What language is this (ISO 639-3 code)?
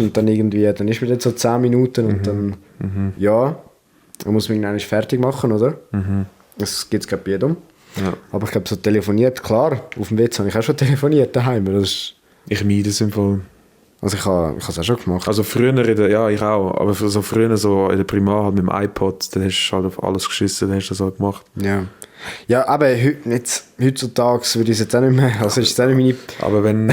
gsw